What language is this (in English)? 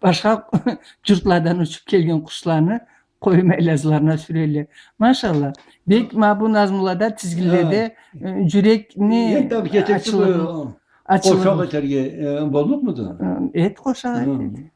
Karachay-Balkar